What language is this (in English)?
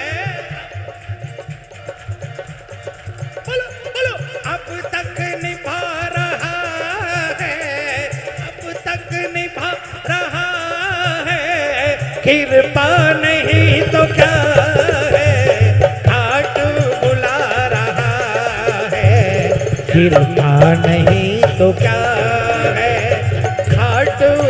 Hindi